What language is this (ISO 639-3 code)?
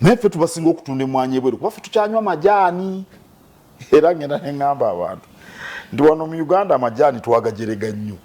lug